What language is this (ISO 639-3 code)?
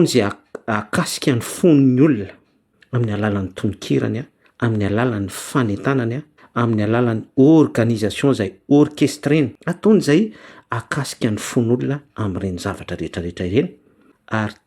mlg